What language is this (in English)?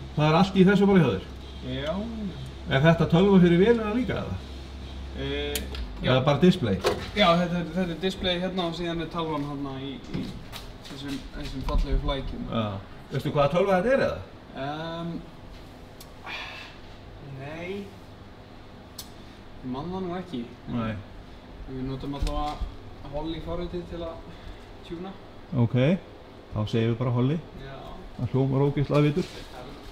Icelandic